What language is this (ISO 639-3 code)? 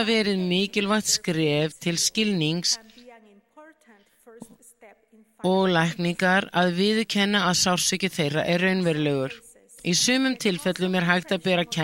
isl